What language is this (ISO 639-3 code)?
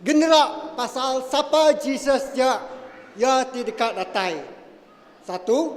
iba